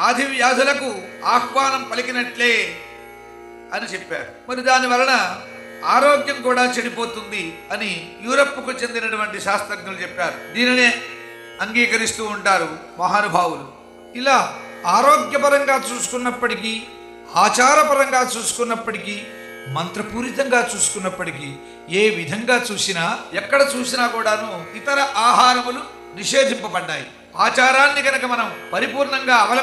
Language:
Telugu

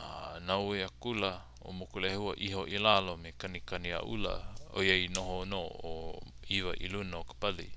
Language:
Hawaiian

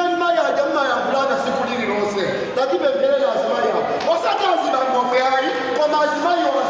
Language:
Nyanja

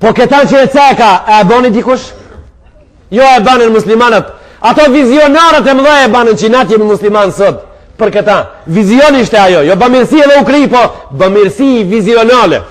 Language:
Albanian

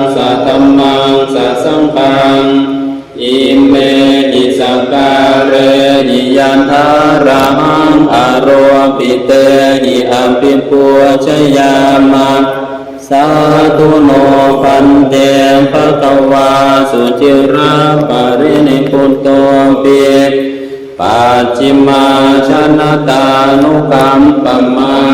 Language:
Pali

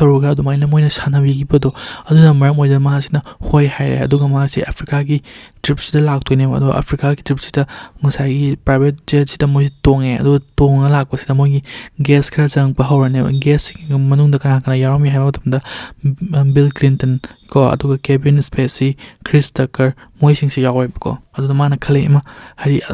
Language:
Manipuri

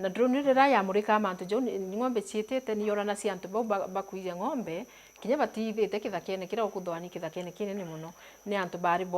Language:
Meru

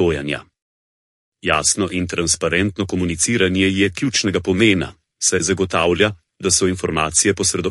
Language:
Slovenian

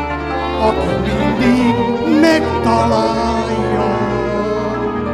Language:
Hungarian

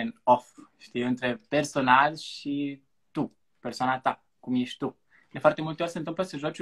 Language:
Romanian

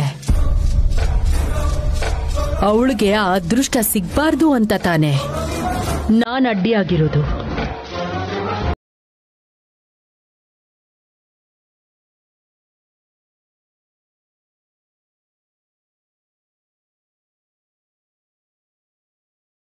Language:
Kannada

